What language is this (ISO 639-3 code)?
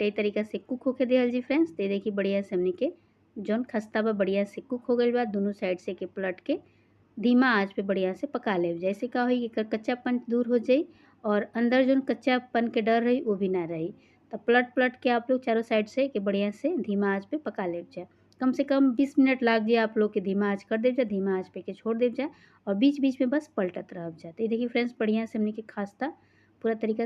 bho